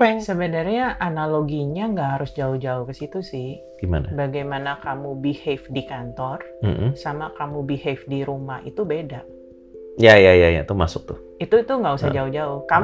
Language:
Indonesian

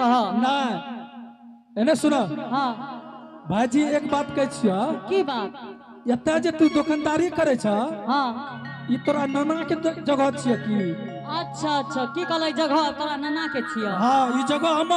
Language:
Angika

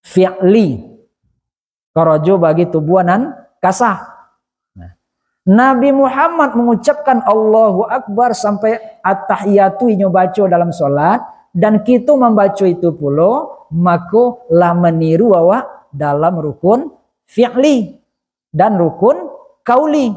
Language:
Minangkabau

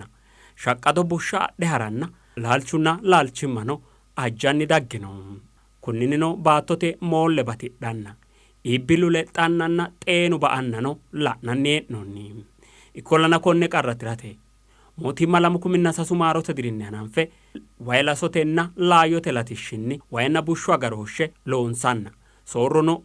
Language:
Sidamo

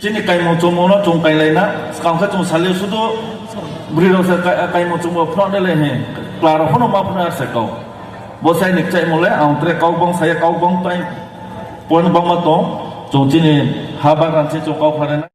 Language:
Riang (India)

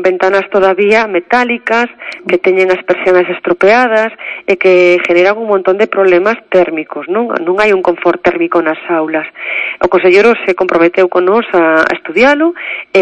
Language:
Galician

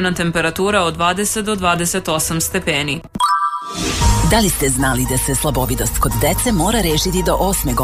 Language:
Serbian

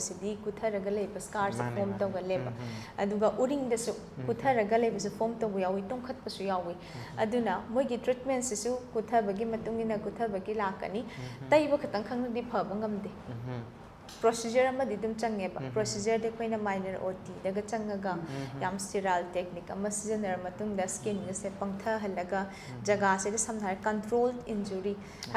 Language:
Manipuri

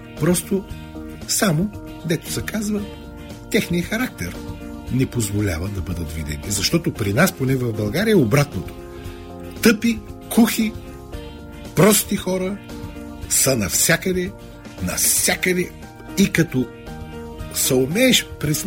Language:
Bulgarian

